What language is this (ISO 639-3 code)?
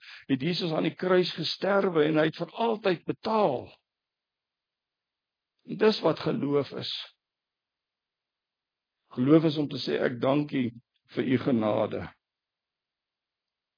afr